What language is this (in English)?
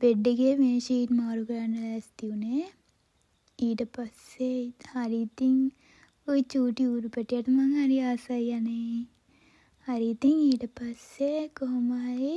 Sinhala